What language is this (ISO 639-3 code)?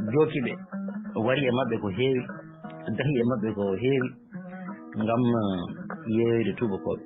ful